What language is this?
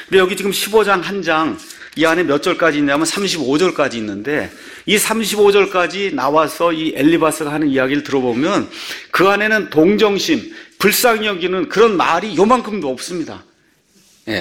Korean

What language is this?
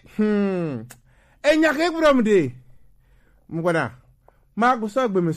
Gen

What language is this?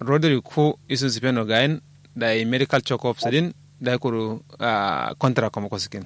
Kanuri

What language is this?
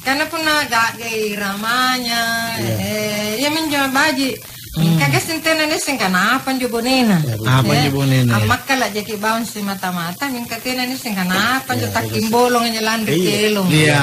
Makasar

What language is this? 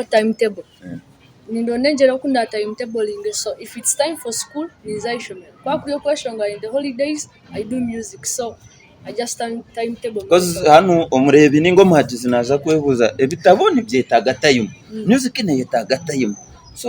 Nyankole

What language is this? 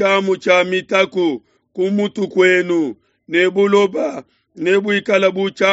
Luba-Lulua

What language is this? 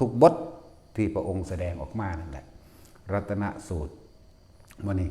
Lao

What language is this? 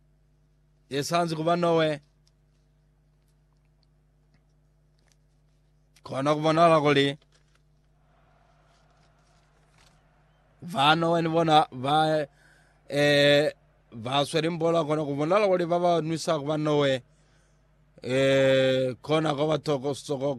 Lozi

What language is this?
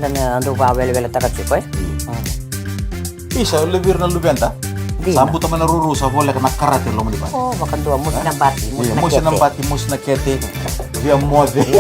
Fijian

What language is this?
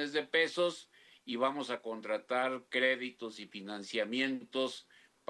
Spanish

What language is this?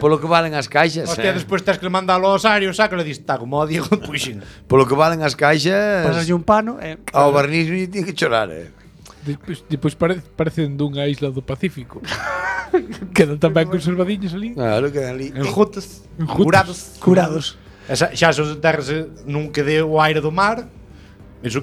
Galician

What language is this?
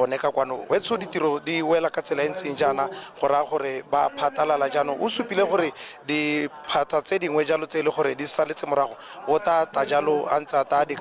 Tswana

